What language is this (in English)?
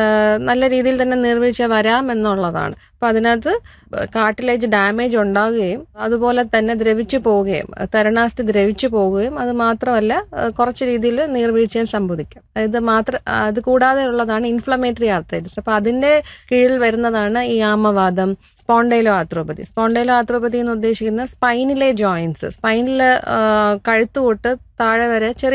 Malayalam